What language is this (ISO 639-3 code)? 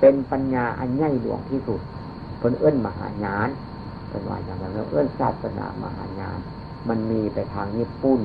tts